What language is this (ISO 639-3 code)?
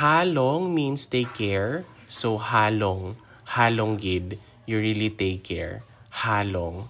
hil